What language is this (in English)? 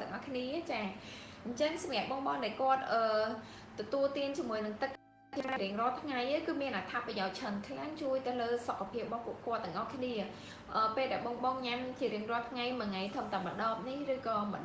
Khmer